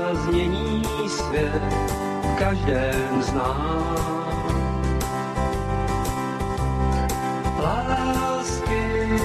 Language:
Czech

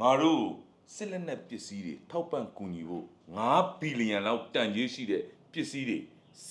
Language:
Burmese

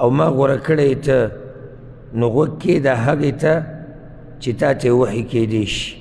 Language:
Pashto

